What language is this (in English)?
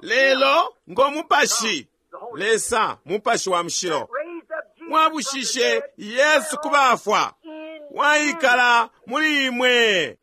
Bemba